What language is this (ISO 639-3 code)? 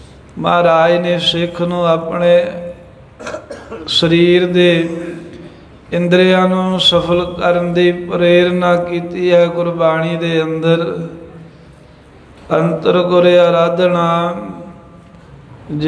pan